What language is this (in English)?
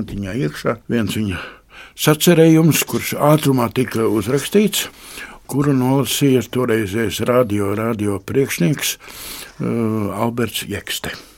Latvian